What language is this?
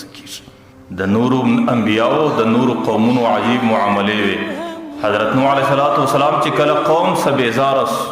Pashto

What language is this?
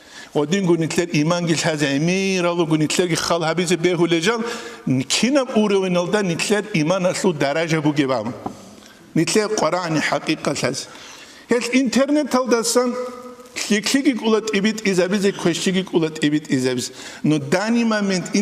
Avaric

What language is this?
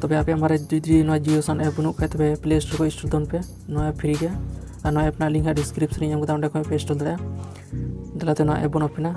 Santali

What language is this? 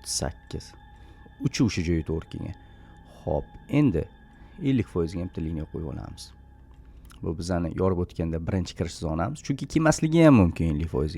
Uzbek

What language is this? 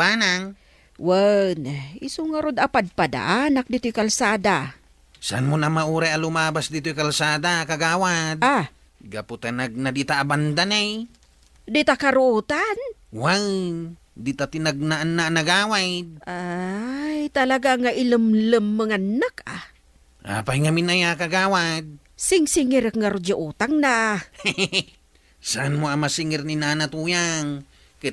Iloko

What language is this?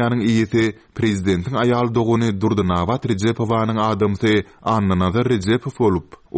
Turkmen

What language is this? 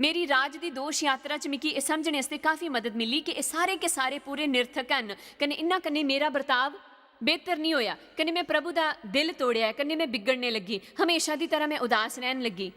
Dogri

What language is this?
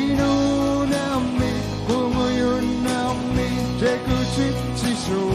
Kalaallisut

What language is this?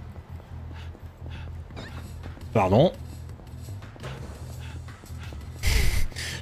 French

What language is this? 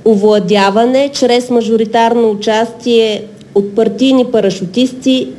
Bulgarian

